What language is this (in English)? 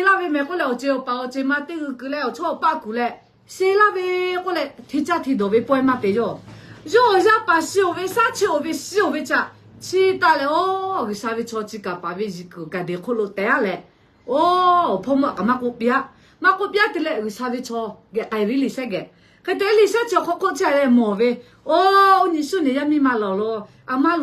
Lahu